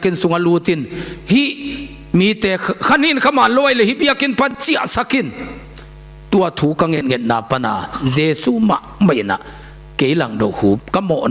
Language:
Tedim Chin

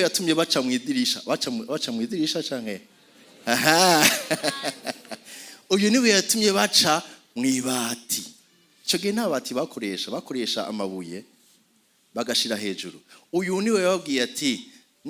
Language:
Rundi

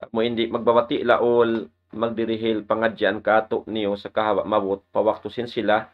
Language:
Tausug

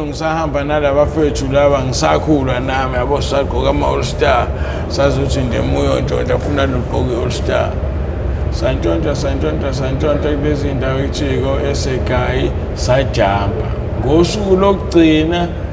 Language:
Zulu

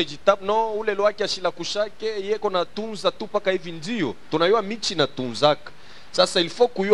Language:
French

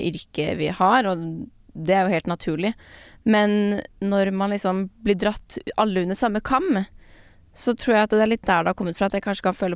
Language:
Norwegian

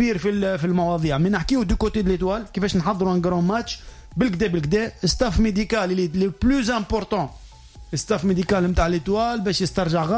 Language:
Tunisian Arabic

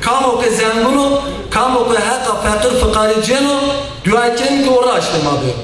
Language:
Zaza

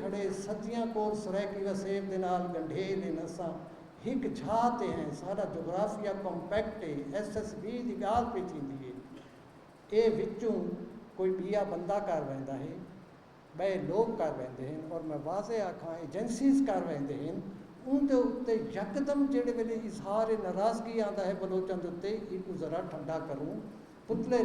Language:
Saraiki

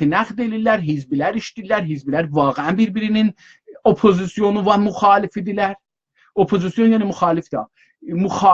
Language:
South Azerbaijani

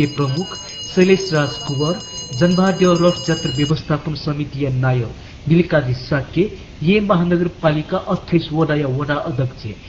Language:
Newari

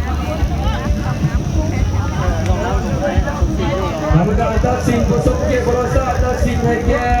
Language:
Lao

